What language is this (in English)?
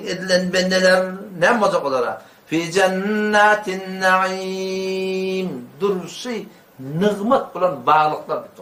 Turkmen